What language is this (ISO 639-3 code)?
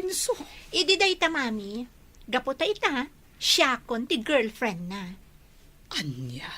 ilo